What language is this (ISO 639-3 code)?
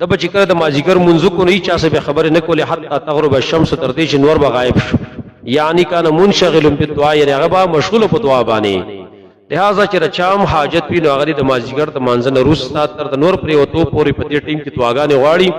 pus